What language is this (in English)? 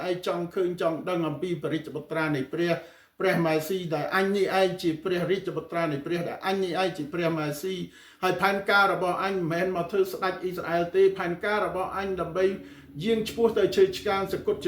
Khmer